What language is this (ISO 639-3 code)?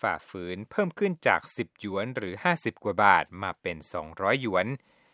tha